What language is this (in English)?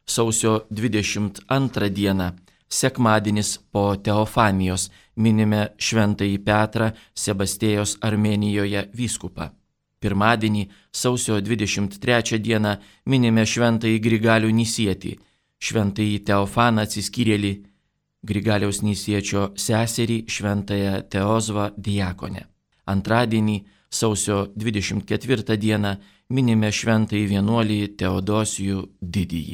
Lithuanian